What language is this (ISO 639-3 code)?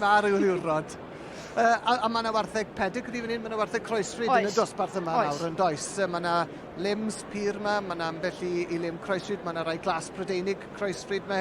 cym